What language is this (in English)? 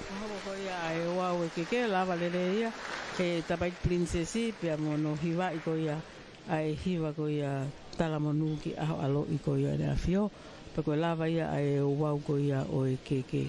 Tongan